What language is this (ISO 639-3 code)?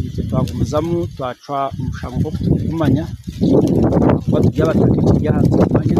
nyn